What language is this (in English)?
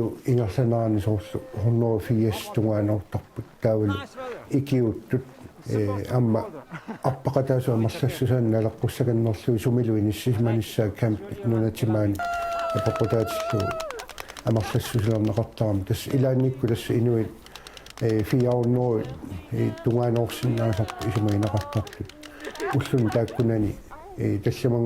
Kalaallisut